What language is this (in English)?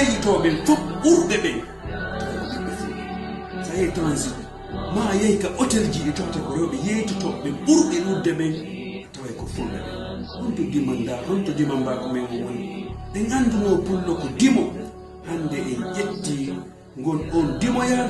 Fula